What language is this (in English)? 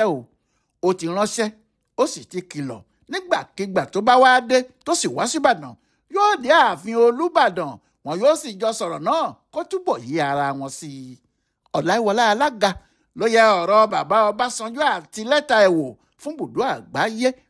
Yoruba